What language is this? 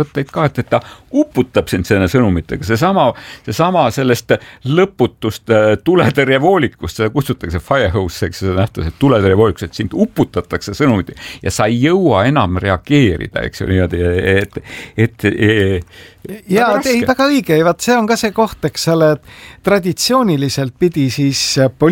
Estonian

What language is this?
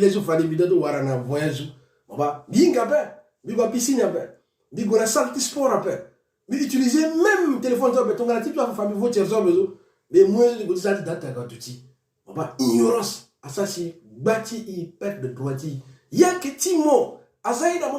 Sango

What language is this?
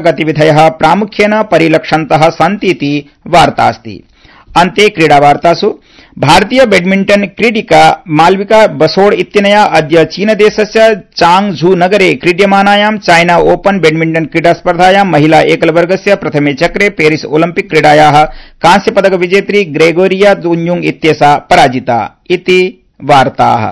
Sanskrit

